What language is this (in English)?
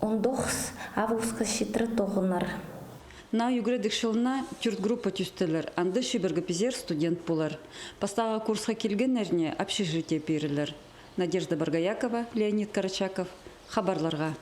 Khakas